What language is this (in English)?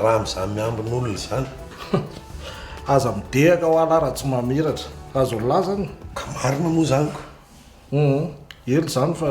Malagasy